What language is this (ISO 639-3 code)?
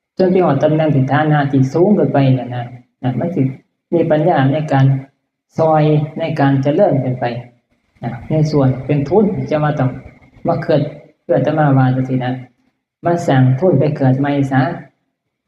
tts